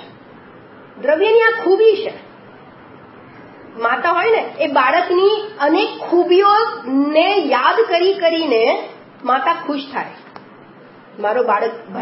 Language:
Gujarati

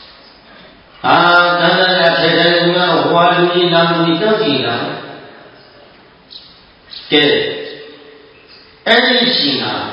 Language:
Burmese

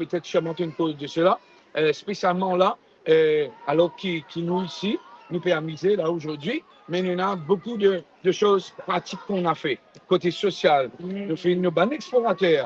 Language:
Morisyen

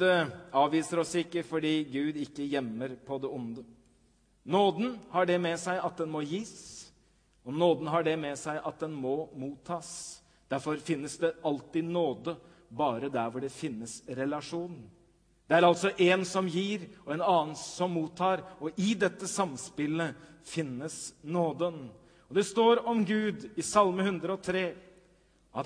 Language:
Norwegian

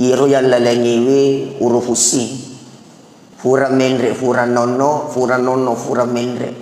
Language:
Buginese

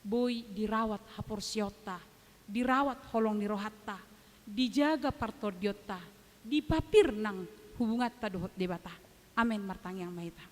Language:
Batak Toba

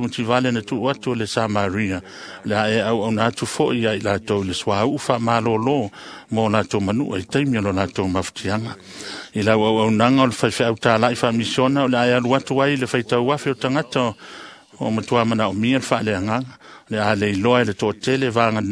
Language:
Samoan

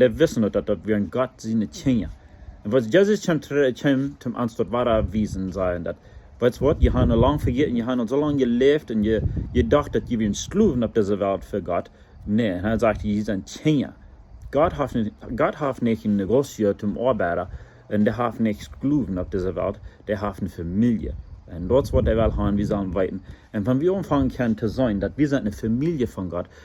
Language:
Plautdietsch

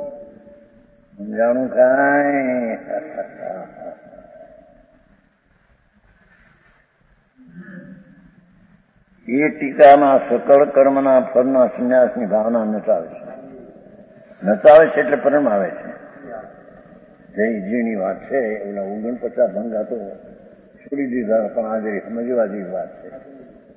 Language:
Gujarati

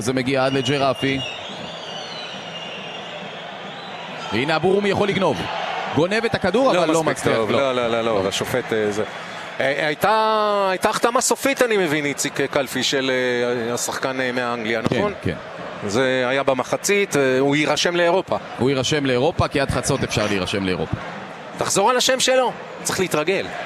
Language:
Hebrew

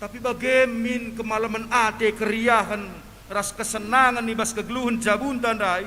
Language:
Batak Karo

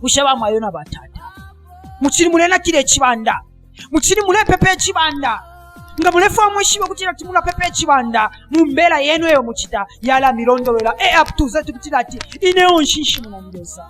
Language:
Bemba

